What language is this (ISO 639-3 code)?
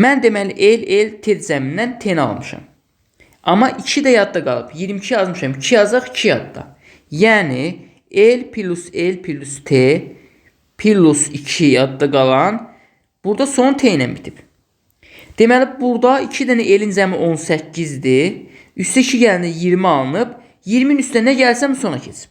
aze